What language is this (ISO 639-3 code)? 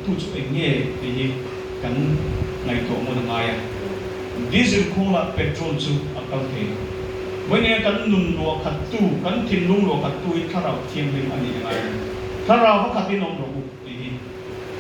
lus